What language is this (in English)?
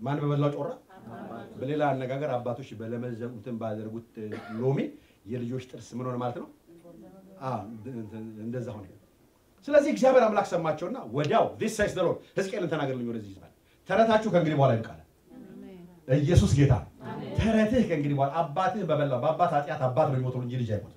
Amharic